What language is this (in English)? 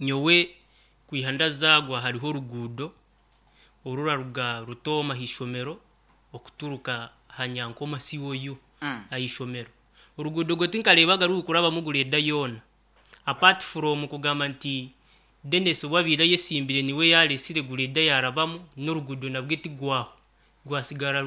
Nyankole